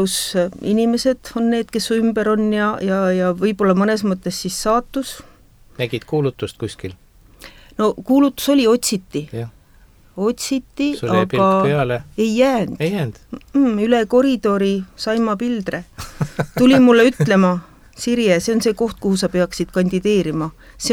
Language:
Estonian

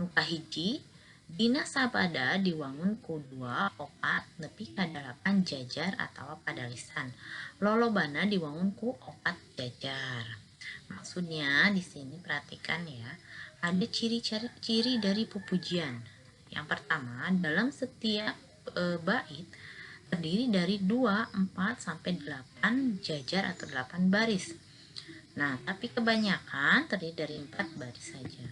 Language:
Sundanese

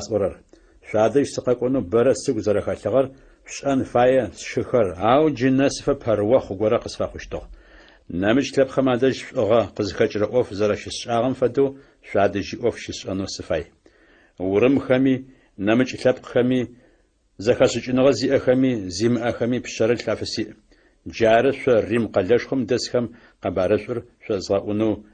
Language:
Adyghe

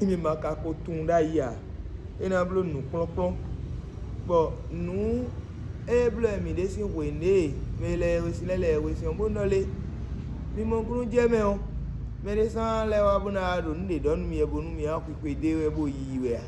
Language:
Fon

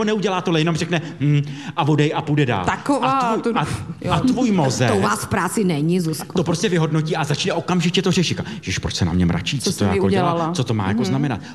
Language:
Czech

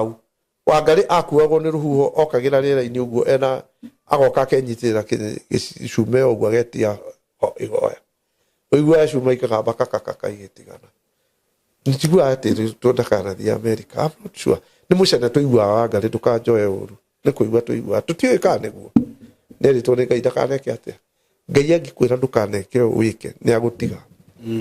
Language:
Kikuyu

